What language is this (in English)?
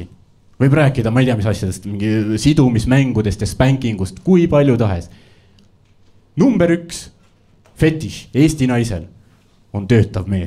Estonian